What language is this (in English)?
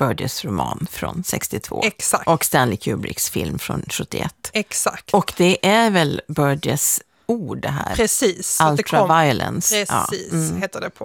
Swedish